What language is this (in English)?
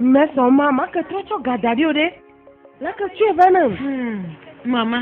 Ewe